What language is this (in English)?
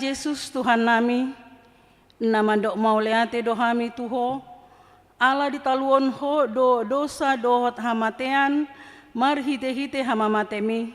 Batak Toba